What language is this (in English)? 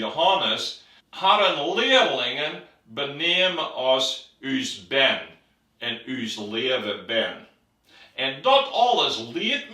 Western Frisian